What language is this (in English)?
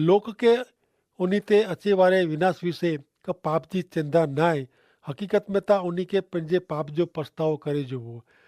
Kachhi